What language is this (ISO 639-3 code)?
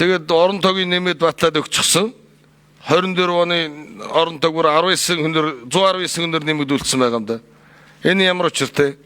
mon